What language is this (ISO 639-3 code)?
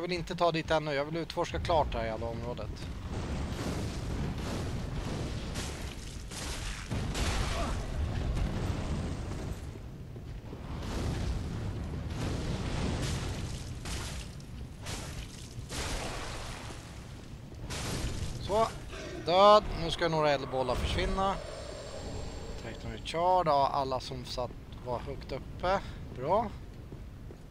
swe